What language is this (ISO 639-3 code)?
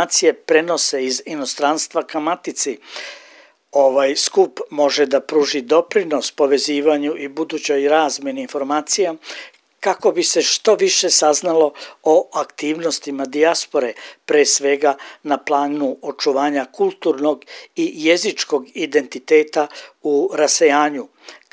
srp